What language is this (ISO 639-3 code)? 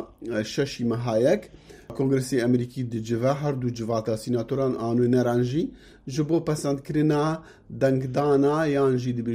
kur